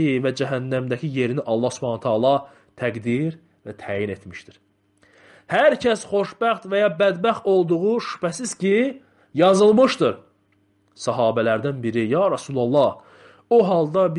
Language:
Azerbaijani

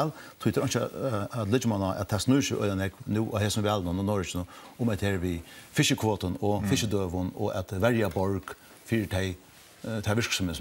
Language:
Faroese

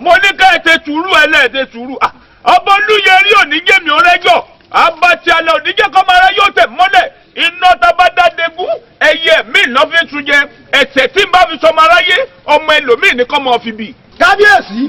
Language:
Yoruba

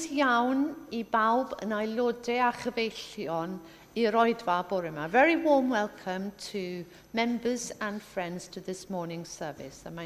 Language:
Welsh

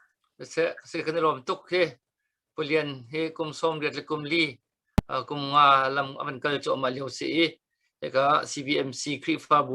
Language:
Hakha Chin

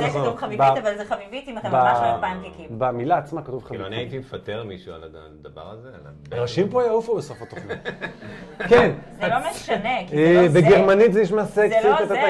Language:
Hebrew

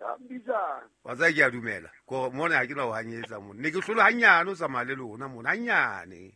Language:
Southern Sotho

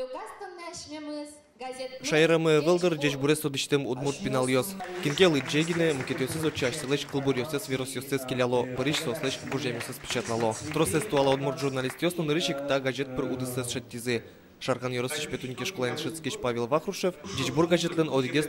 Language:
Udmurt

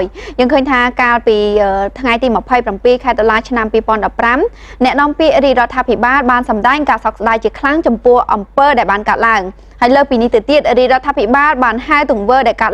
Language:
Khmer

